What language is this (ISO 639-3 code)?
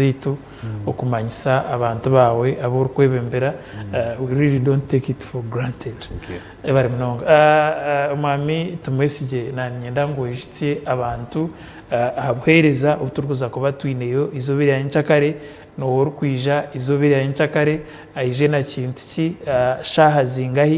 nyn